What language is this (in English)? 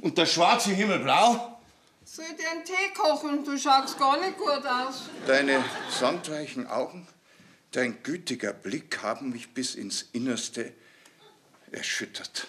Bavarian